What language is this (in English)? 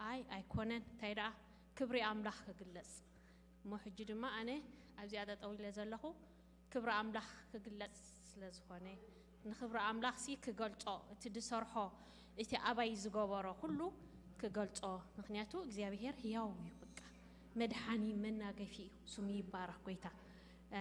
Tigrinya